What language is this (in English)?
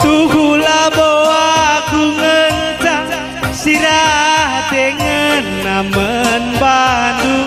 Batak Karo